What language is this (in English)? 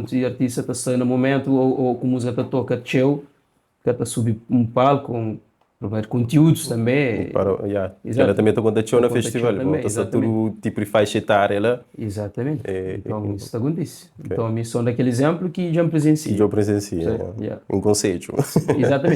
Kabuverdianu